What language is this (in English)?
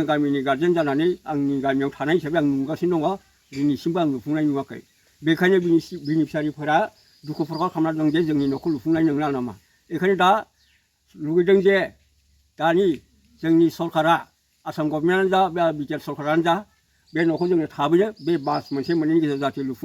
Bodo